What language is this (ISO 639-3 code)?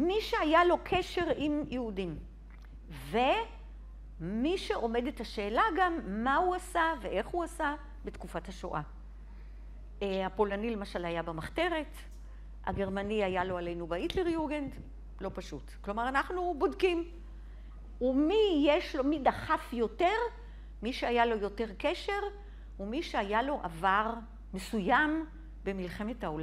heb